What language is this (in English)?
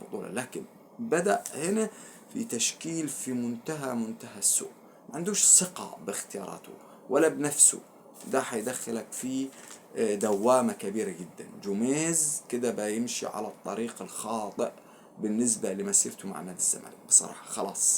Egyptian Arabic